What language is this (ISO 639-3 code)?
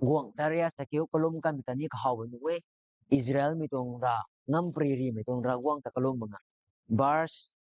nbu